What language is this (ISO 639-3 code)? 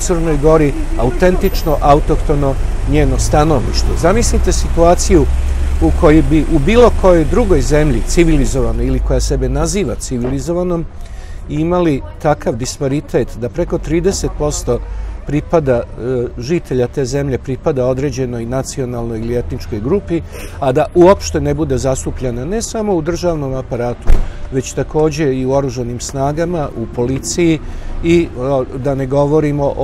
srp